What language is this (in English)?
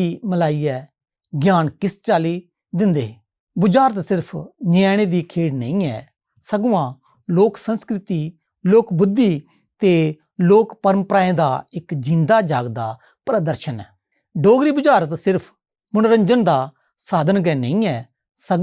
Dogri